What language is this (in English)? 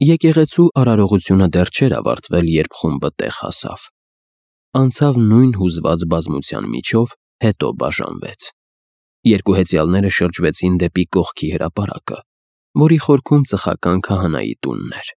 Armenian